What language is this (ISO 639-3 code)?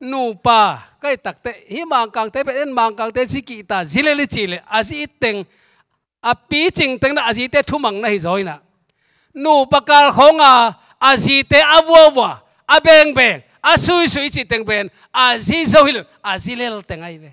ctd